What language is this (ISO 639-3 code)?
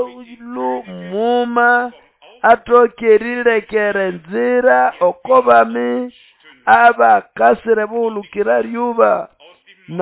nnb